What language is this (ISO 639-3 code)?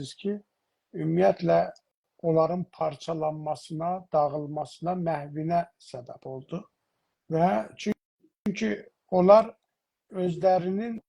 azb